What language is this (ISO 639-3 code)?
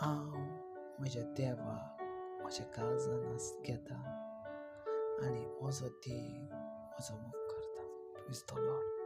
kok